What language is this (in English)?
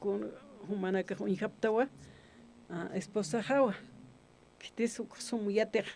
Aymara